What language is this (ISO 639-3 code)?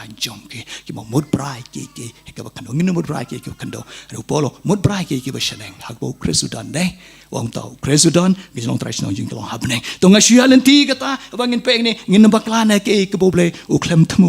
kha